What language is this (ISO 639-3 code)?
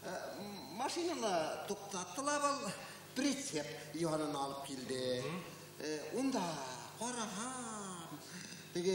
bak